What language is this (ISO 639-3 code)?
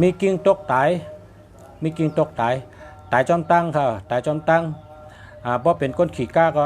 shn